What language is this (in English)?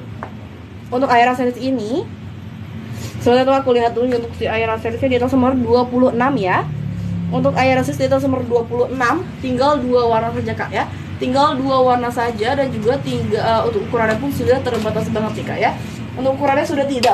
Indonesian